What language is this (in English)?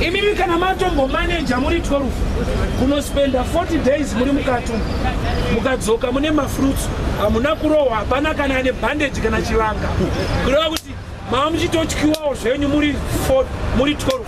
Shona